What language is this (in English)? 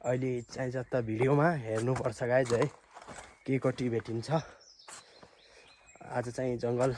Nepali